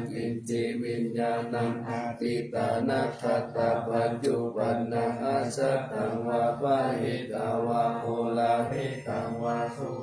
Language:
Pali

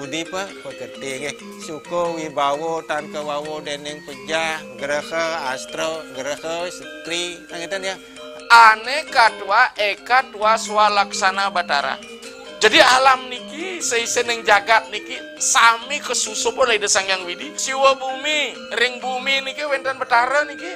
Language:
Balinese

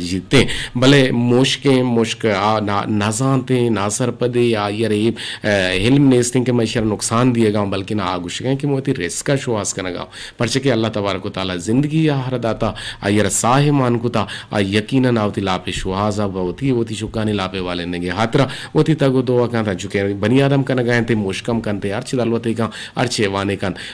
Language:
Eastern Balochi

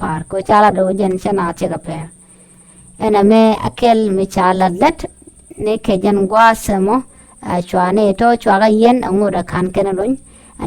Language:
Nuer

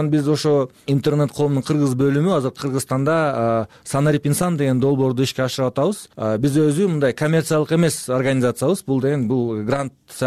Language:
Kyrgyz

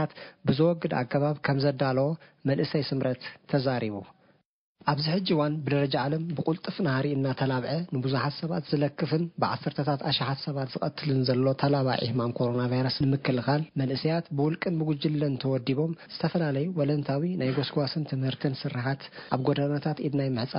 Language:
Tigrinya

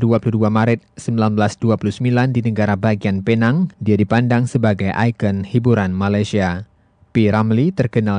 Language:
Indonesian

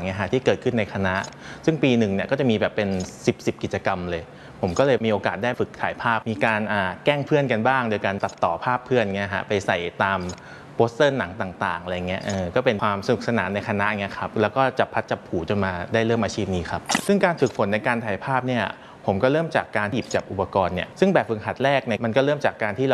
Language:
Thai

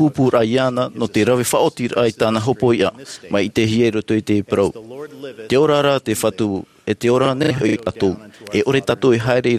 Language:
Tahitian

